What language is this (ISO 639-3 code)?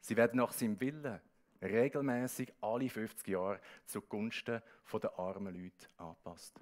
gsw